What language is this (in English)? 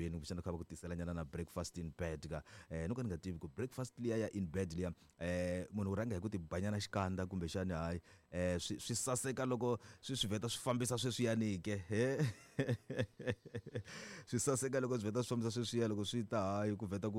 Tsonga